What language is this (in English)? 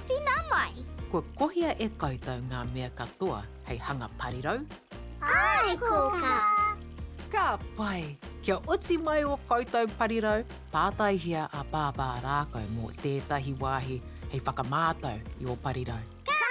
Māori